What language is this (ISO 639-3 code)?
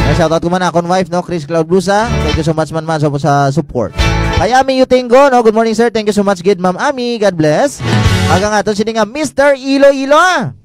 hil